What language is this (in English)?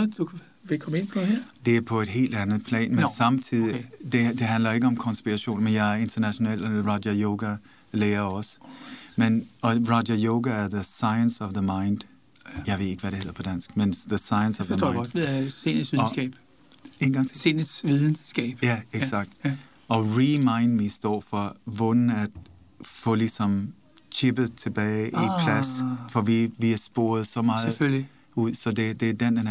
Danish